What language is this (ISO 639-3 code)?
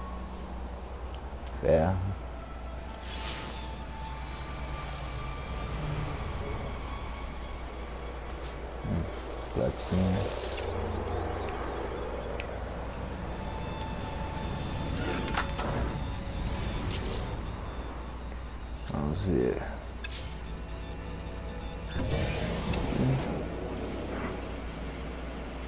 por